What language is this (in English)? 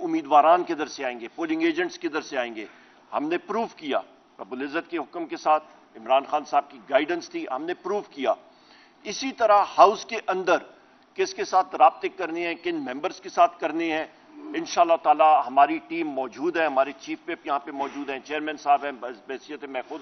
Urdu